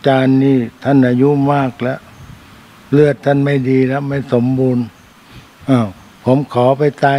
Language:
Thai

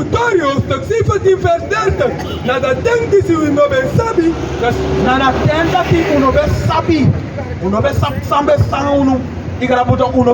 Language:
Sranan Tongo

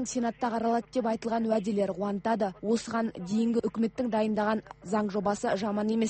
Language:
Kazakh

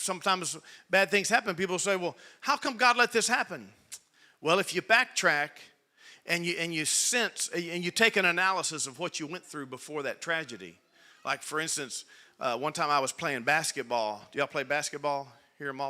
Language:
English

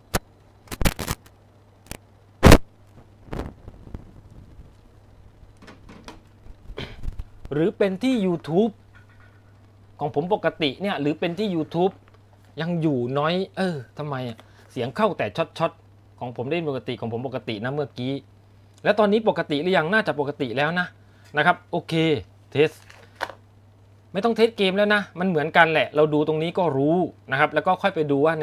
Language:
Thai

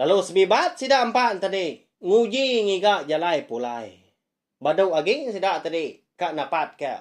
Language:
Iban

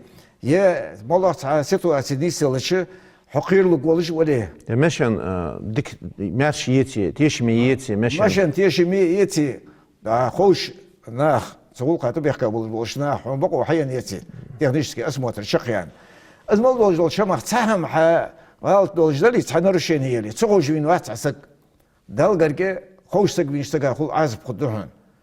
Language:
Ingush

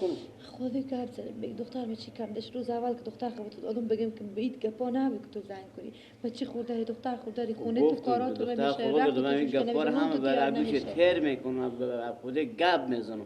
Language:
Persian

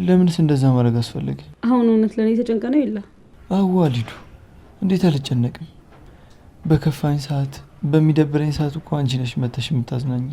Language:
Amharic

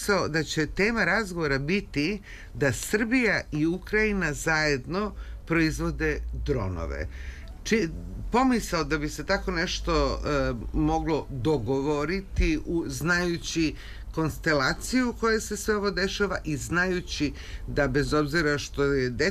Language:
Serbian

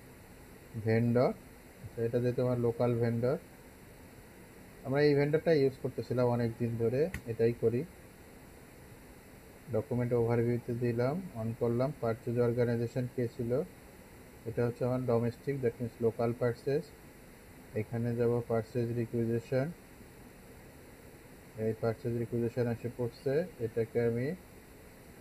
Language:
Bangla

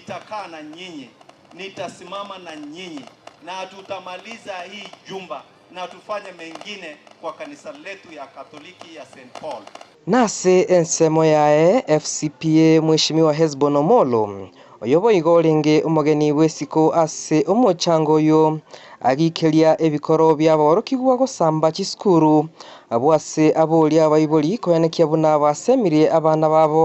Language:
Gusii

